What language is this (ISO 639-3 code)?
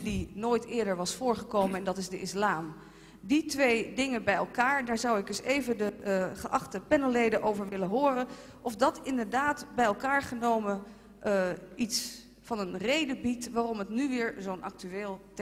nld